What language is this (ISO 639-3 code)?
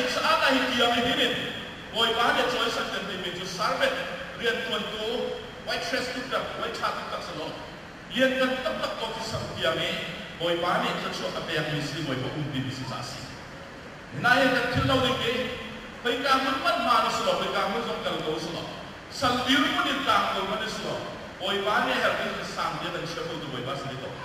cnh